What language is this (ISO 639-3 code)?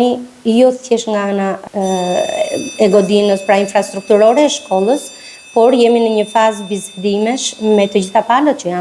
sqi